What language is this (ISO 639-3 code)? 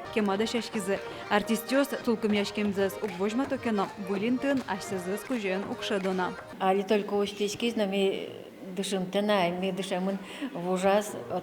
udm